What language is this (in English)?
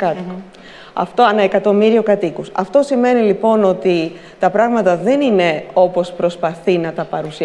Greek